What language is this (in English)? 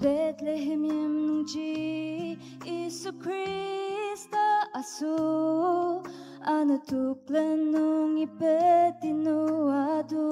Ao Naga